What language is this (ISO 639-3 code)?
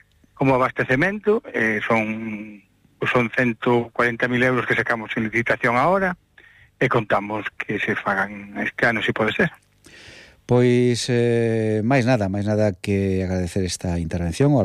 glg